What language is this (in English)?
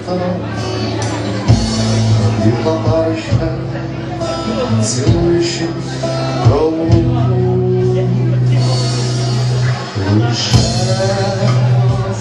Ukrainian